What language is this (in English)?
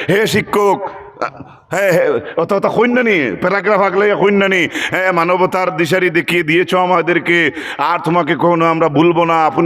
Sylheti